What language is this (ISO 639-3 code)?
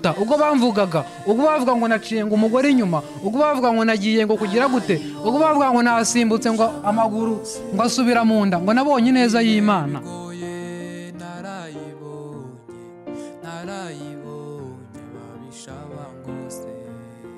kin